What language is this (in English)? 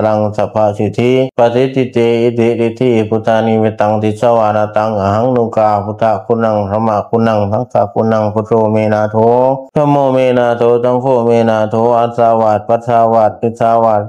Pali